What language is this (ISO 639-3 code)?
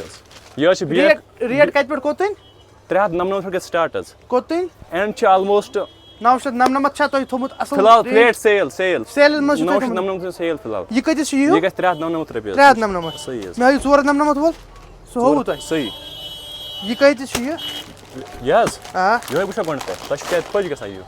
kas